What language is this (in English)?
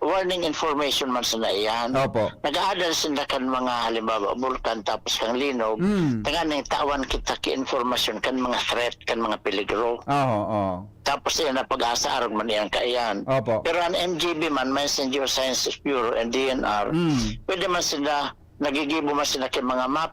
Bikol